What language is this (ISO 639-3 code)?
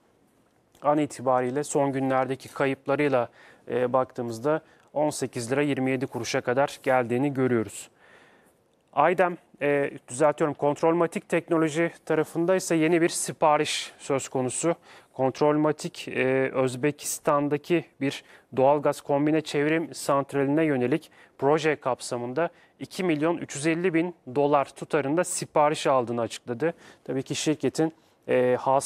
tur